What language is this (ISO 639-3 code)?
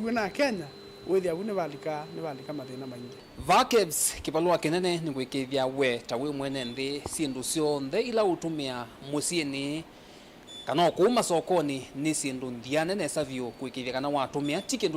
kam